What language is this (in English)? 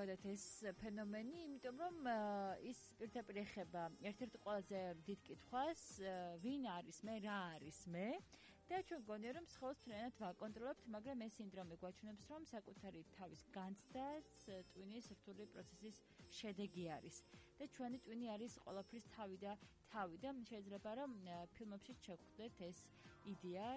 Georgian